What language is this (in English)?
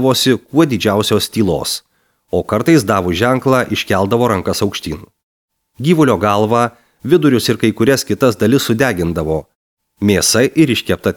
Lithuanian